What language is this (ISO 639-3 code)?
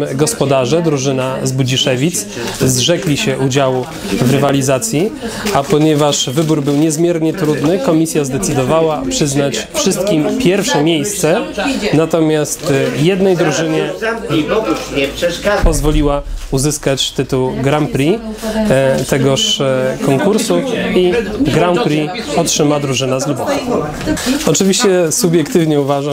pol